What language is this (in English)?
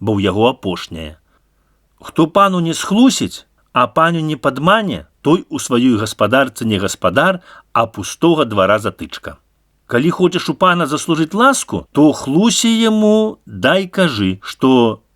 Belarusian